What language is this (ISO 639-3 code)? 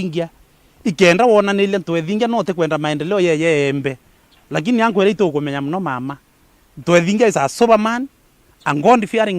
mer